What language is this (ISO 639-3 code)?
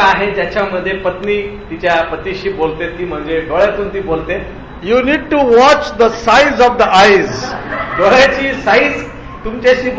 mar